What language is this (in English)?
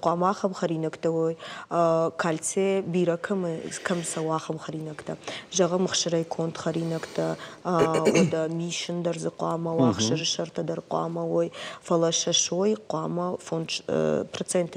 Ossetic